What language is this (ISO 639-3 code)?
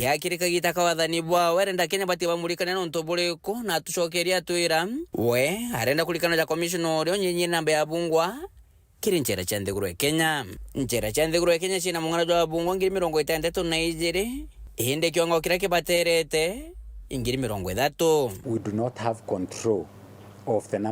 mer